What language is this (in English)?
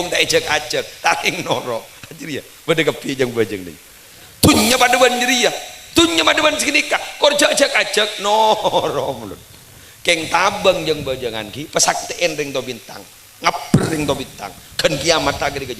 Madurese